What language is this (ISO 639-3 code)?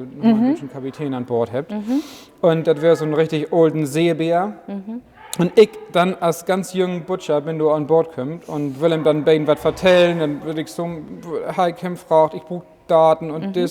nds